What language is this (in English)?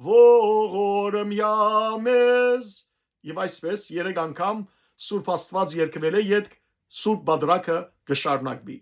Western Armenian